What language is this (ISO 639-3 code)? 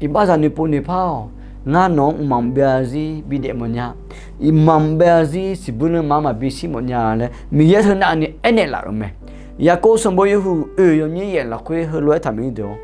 ahk